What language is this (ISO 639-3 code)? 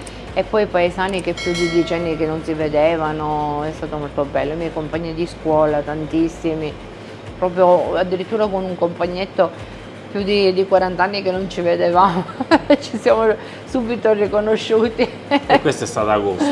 ita